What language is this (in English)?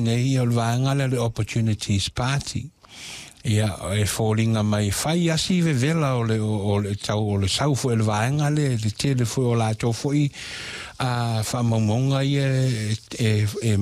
Samoan